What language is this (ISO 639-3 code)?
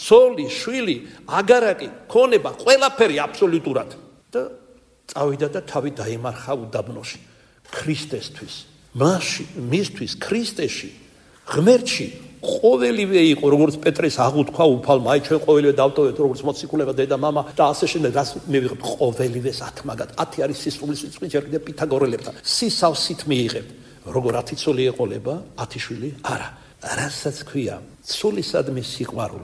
kat